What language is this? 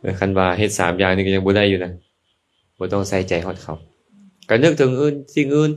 Lao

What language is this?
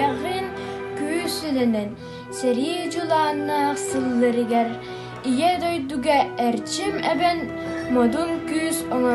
Yakut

